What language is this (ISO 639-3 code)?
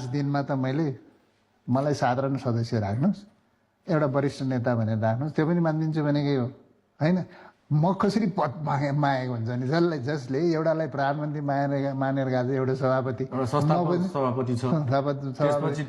nep